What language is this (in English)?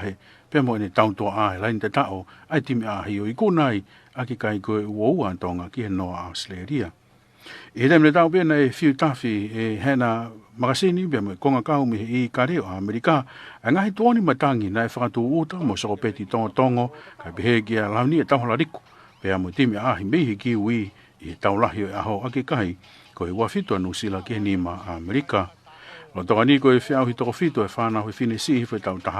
Tongan